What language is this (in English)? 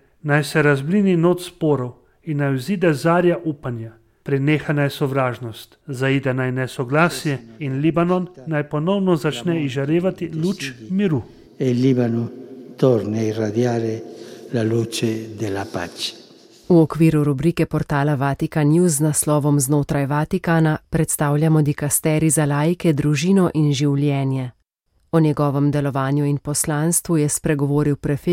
Slovenian